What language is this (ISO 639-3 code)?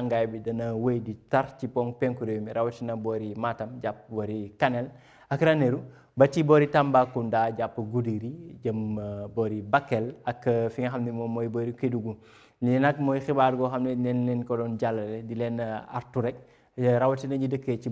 wol